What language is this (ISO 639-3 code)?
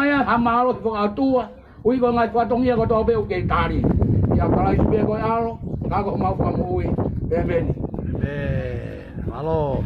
ton